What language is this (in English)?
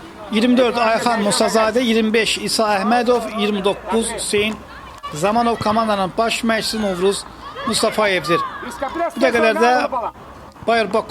Azerbaijani